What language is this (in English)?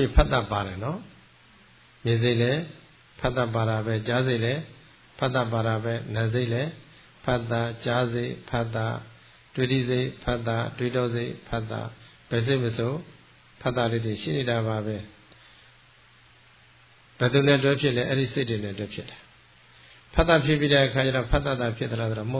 Burmese